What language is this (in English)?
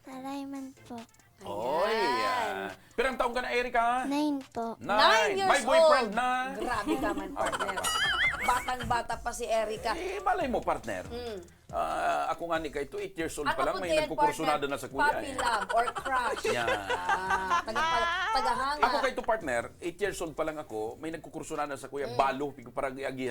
Bikol